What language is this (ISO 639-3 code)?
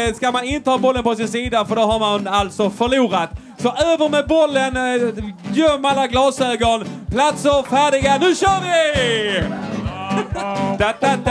swe